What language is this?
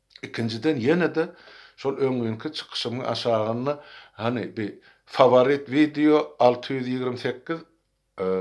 Turkmen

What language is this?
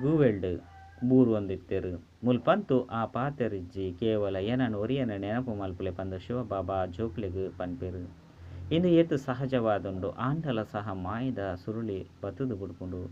Tulu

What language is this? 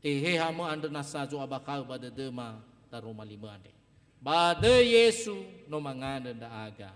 Nias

